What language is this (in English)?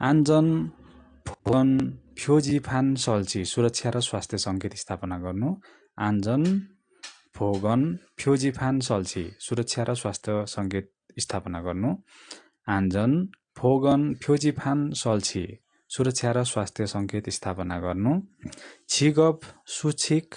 Nepali